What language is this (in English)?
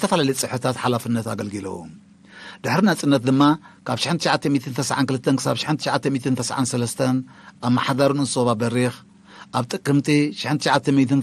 Tigrinya